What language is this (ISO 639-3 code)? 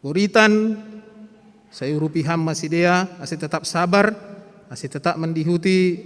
bts